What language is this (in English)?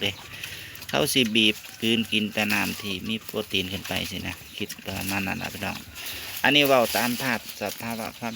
Northeastern Thai